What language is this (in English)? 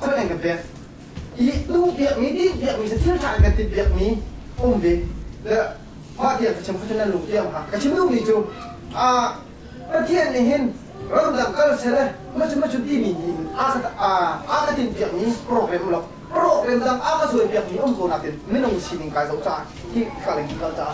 Hakha Chin